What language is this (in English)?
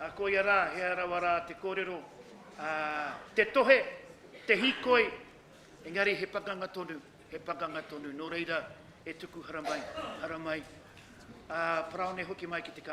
Māori